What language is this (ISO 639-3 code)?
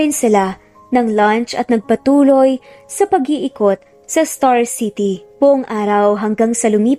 fil